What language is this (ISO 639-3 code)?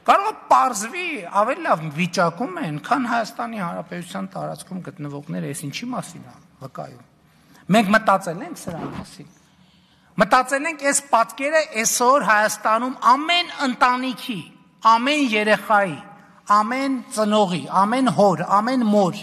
hye